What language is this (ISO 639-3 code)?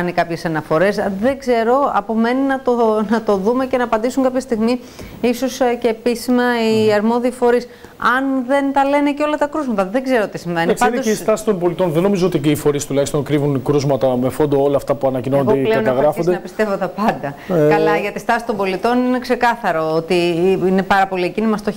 ell